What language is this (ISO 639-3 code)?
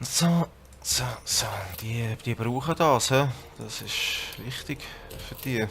gsw